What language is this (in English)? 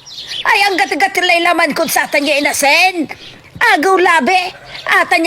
Pangasinan